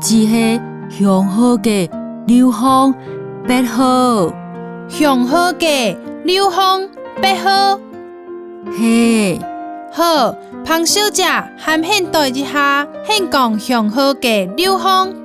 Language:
Hakka Chinese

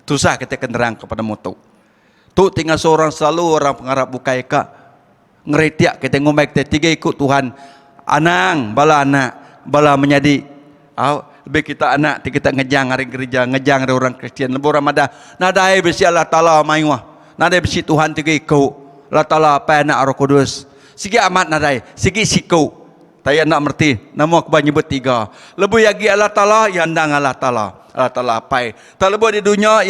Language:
Iban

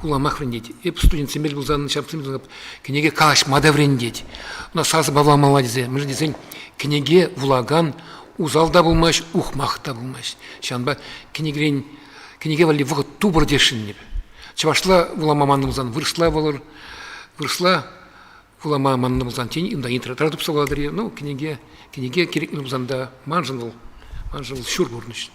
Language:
Chuvash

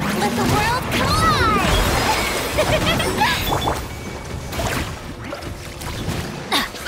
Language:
English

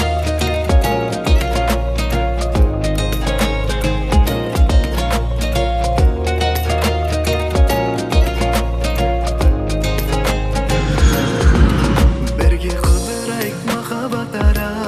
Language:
Kazakh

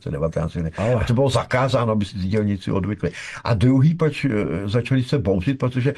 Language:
Czech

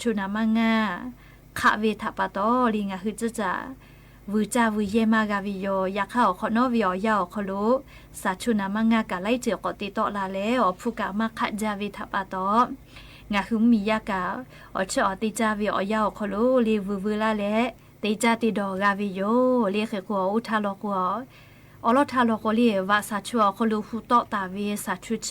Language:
Lahu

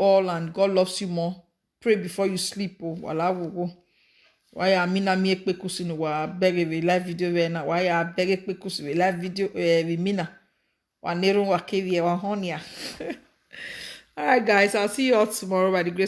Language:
Nigerian Pidgin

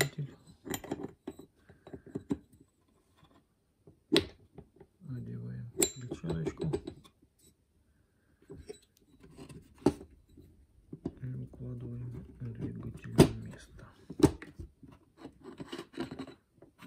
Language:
Russian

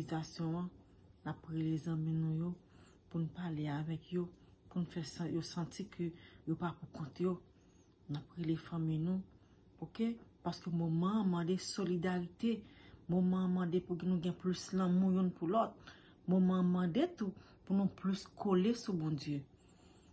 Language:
Haitian Creole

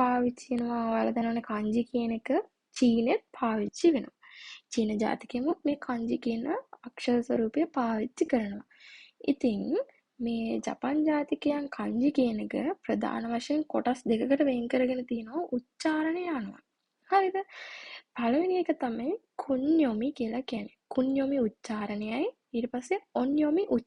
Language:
Sinhala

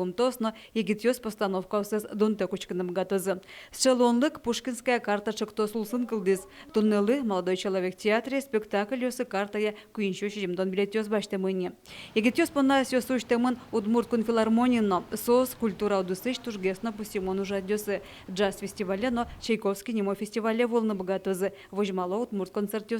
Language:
Udmurt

